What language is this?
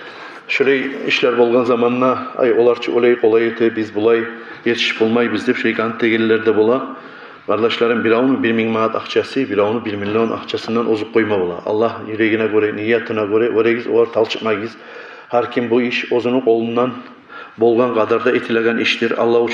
Kumyk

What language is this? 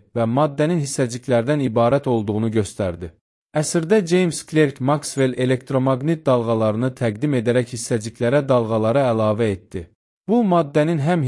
Azerbaijani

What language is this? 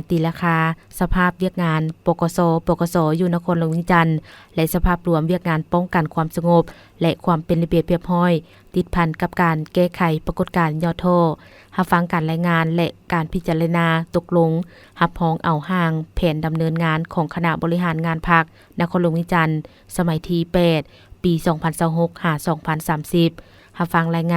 Lao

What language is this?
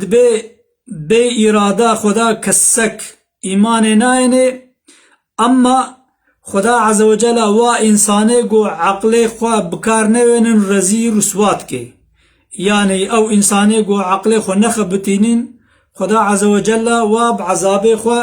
Kurdish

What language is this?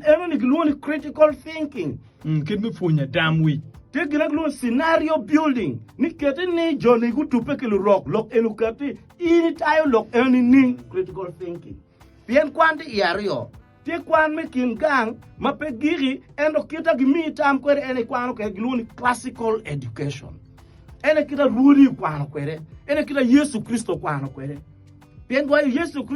Acoli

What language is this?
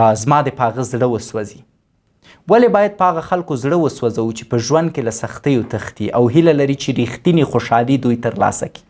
Pashto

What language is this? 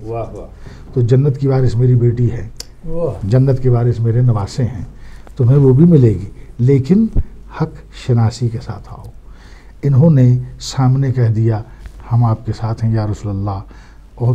Urdu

